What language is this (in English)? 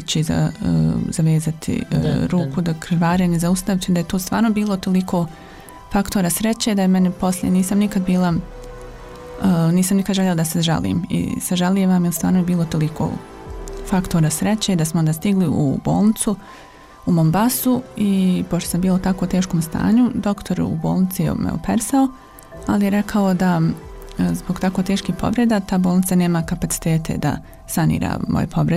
Bosnian